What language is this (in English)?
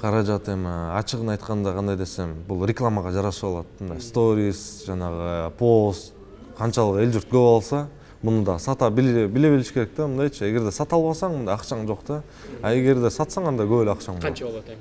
Kyrgyz